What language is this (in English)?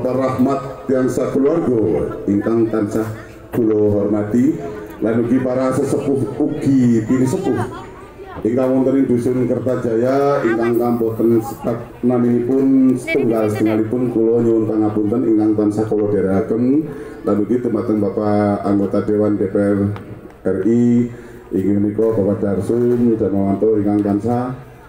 Javanese